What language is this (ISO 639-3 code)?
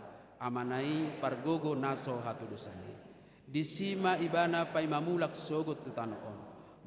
bbc